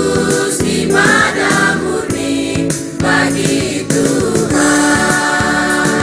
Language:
Ambonese Malay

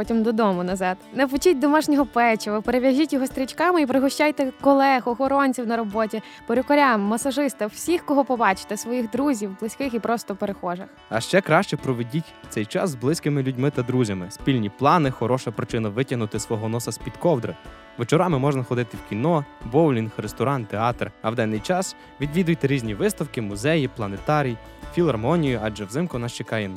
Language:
Ukrainian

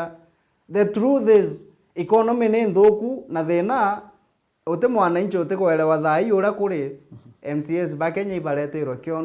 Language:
Meru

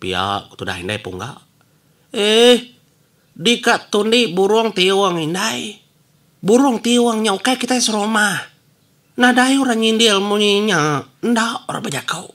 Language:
Iban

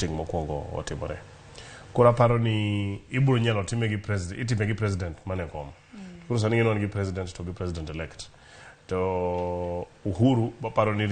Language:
Luo (Kenya and Tanzania)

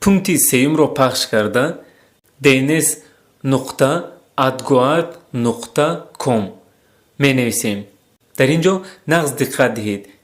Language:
Tajik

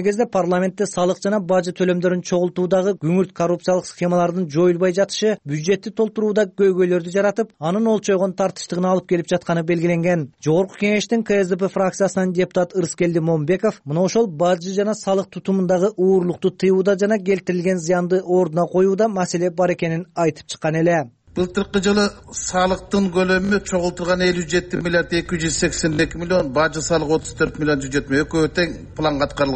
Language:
Kyrgyz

